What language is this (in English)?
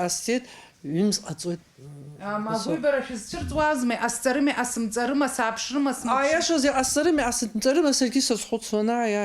Abkhazian